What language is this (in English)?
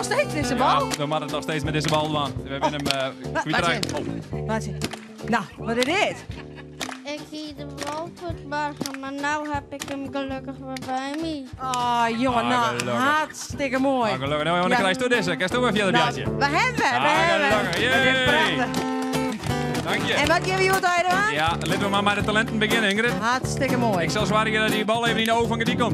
Western Frisian